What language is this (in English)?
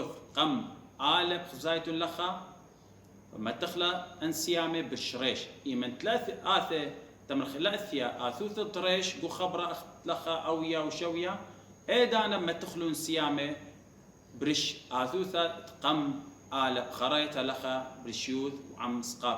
Assyrian Neo-Aramaic